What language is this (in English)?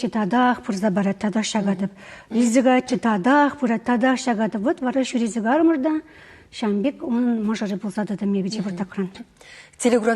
Chuvash